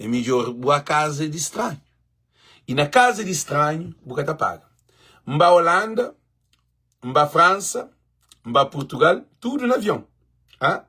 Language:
Kabuverdianu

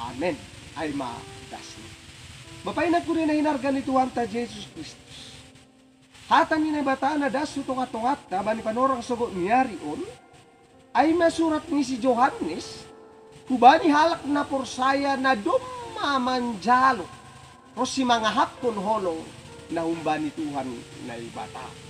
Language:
Batak Simalungun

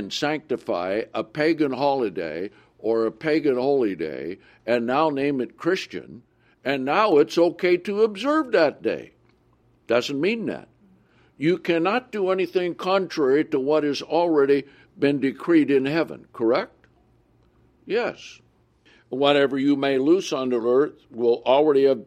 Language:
English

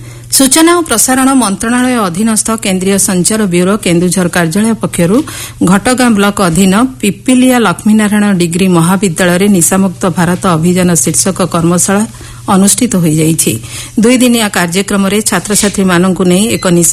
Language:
Odia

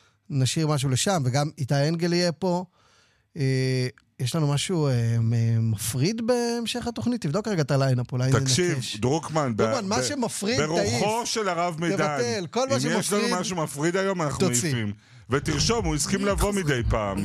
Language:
Hebrew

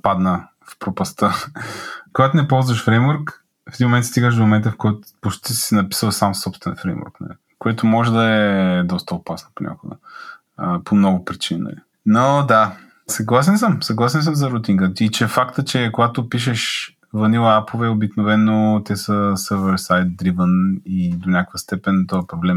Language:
Bulgarian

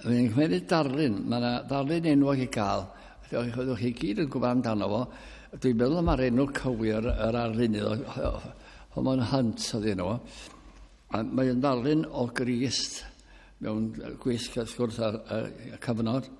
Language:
Welsh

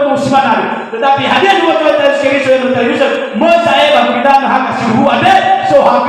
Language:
Nias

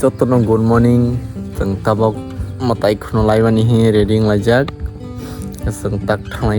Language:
Kok Borok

